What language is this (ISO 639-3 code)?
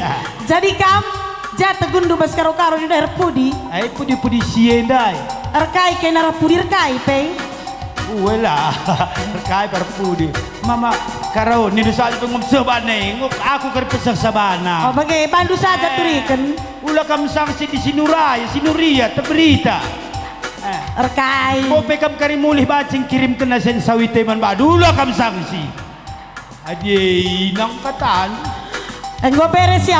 btx